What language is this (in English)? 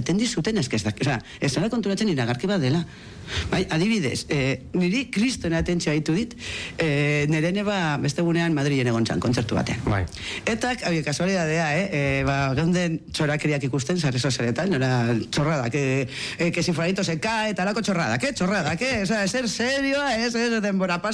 Basque